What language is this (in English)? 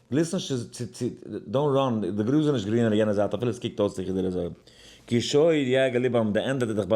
Yiddish